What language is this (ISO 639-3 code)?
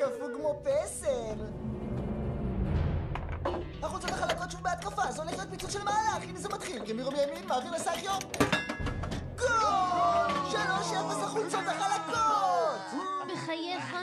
heb